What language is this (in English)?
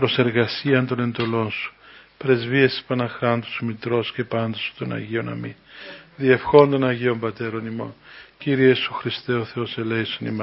Greek